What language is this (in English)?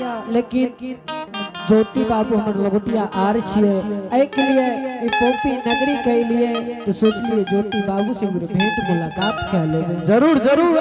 Angika